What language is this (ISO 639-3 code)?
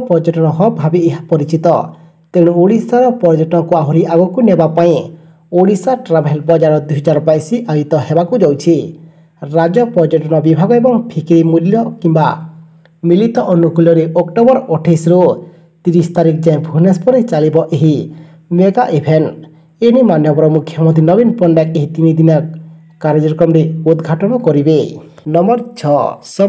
ori